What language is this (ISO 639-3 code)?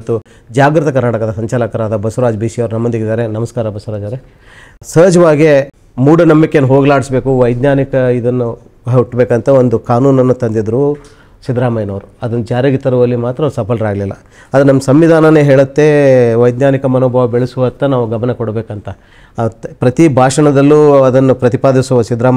kan